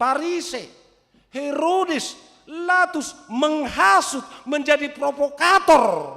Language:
Batak Toba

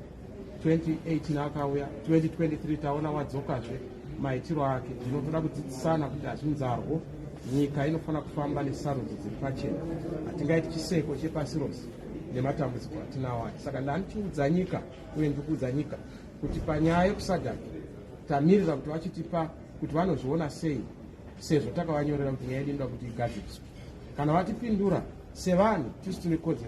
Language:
Shona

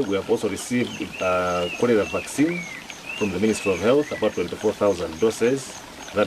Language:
English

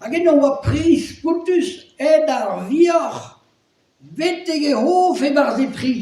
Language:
Breton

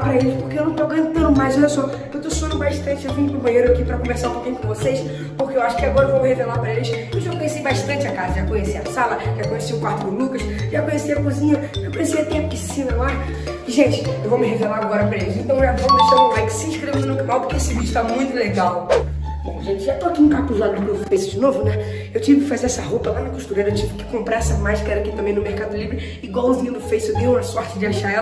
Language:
Portuguese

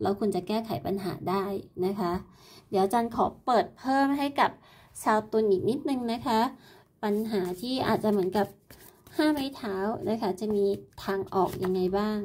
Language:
Thai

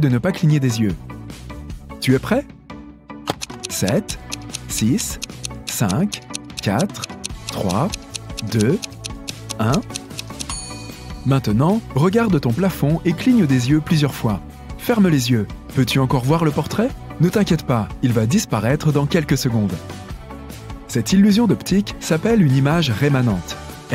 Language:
French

